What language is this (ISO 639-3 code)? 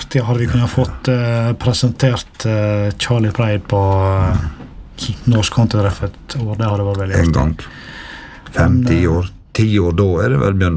nor